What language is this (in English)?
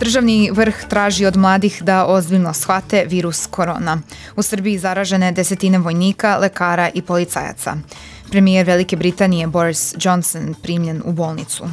Serbian